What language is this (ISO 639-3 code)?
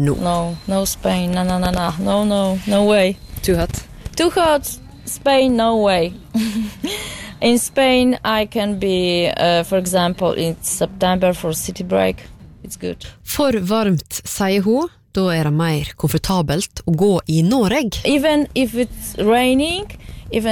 nor